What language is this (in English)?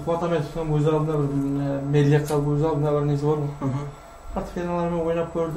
Kara-Kalpak